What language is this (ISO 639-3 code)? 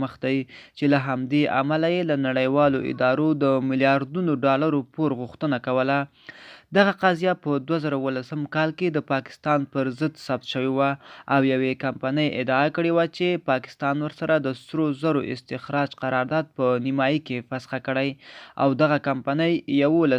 pus